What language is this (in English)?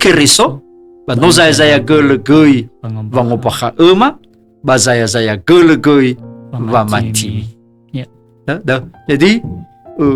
Nias